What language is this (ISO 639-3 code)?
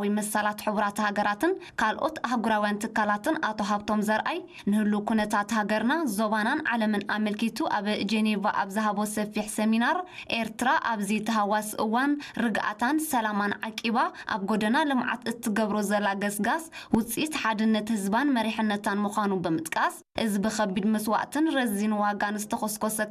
tir